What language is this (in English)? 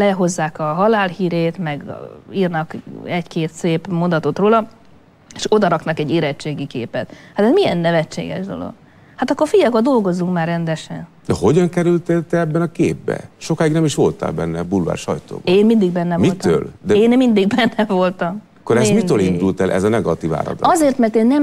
Hungarian